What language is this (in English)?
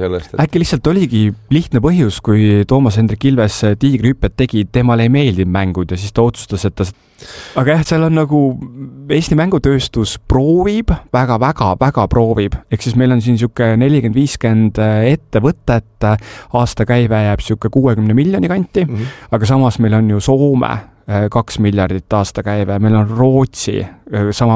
Estonian